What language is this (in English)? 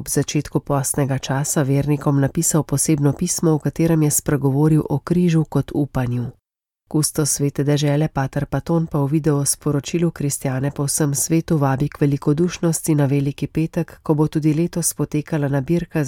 Slovenian